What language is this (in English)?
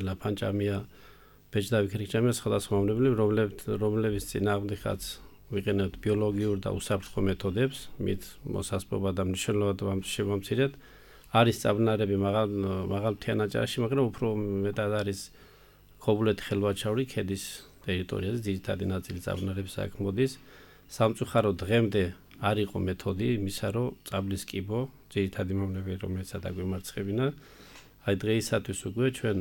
Georgian